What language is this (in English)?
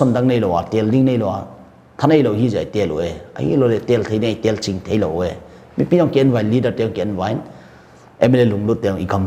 Paite Chin